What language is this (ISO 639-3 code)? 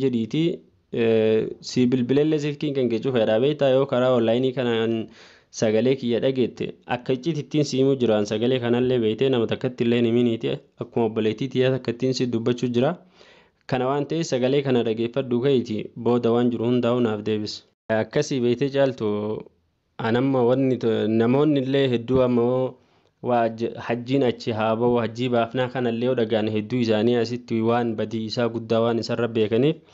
orm